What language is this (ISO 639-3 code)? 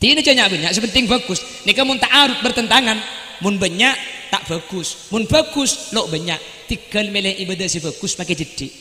mad